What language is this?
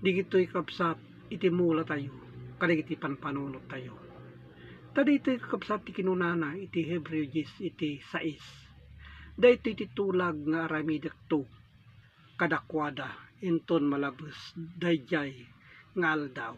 Iloko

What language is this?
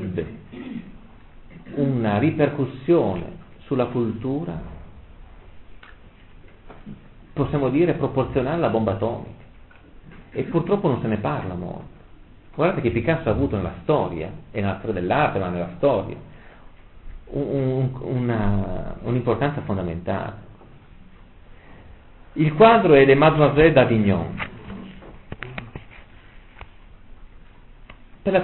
Italian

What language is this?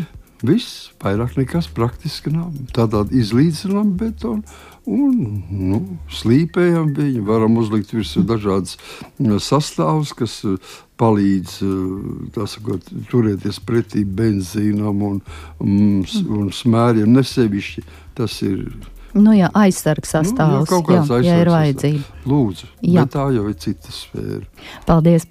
Latvian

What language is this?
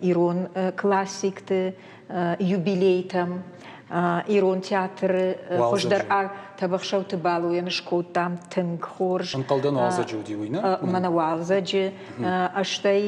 Ossetic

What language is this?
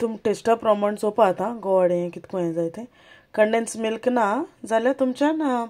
Konkani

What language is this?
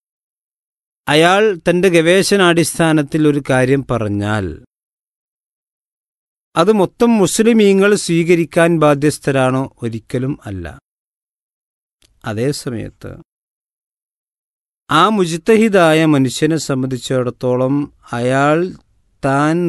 Malayalam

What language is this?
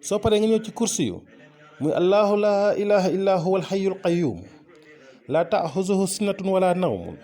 Wolof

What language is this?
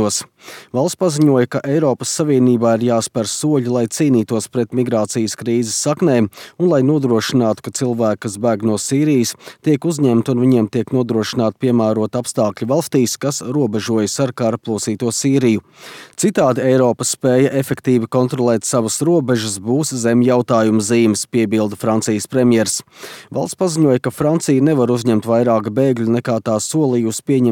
Latvian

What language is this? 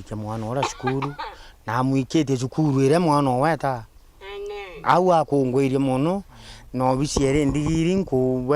Meru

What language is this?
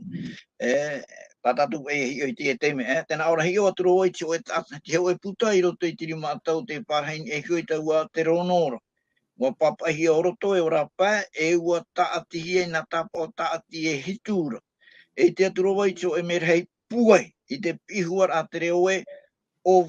Tahitian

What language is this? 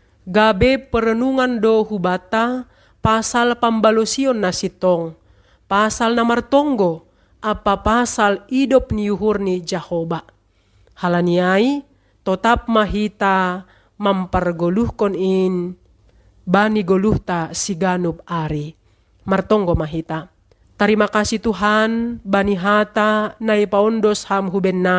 Batak Simalungun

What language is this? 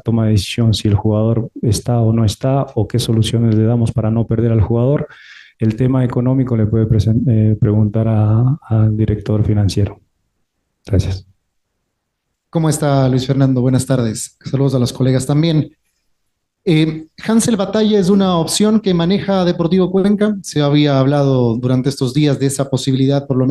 Spanish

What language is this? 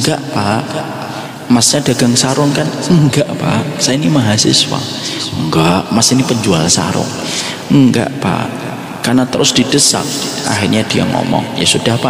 Indonesian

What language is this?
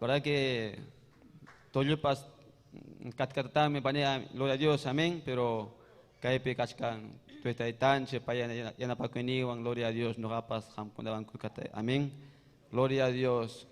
Ayacucho Quechua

